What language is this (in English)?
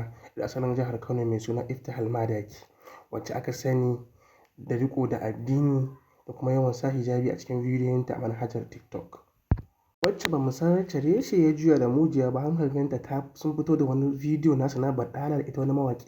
Hausa